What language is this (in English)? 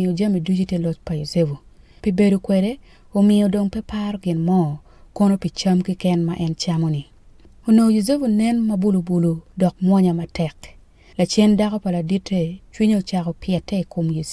Acoli